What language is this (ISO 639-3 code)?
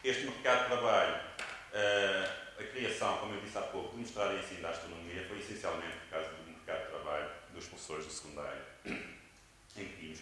por